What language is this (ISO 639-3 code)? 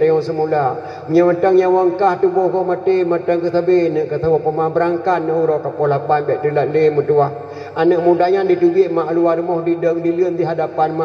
ace